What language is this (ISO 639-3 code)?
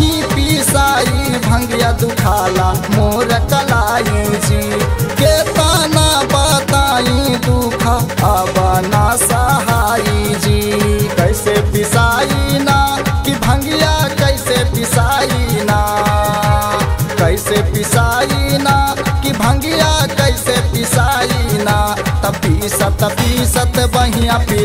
bho